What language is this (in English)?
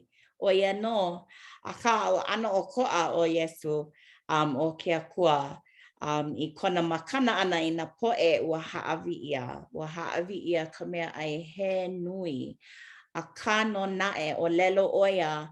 Hawaiian